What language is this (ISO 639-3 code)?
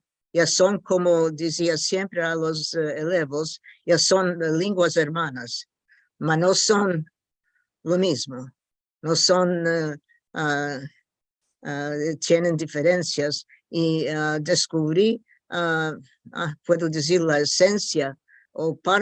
lad